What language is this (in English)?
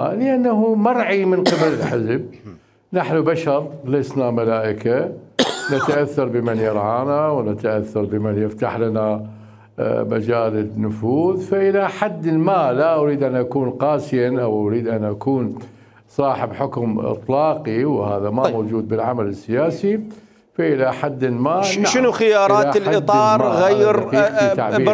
Mesopotamian Arabic